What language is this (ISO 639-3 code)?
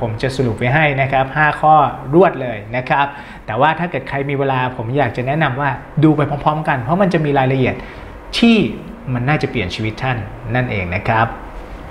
tha